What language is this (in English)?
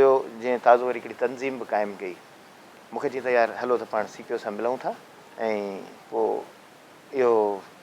Sindhi